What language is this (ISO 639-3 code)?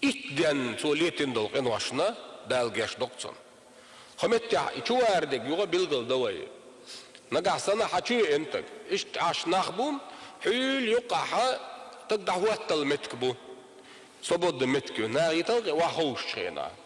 che